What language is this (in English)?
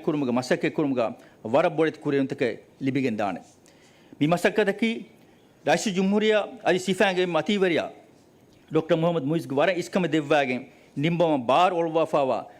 Divehi